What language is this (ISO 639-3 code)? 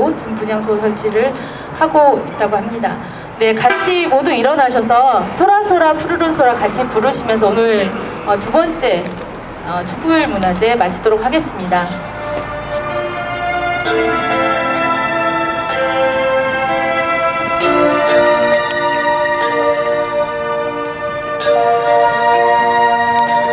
kor